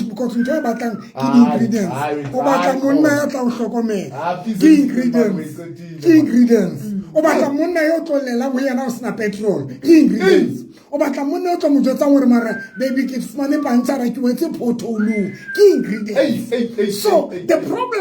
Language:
Southern Sotho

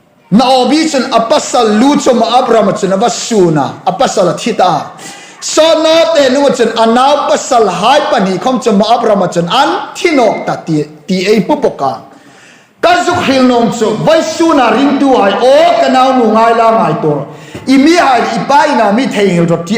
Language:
Hmar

